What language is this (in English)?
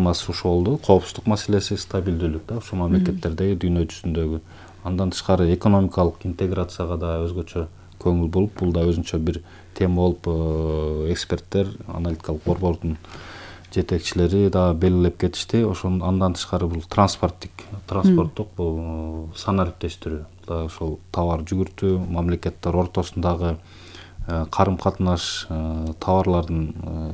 Kyrgyz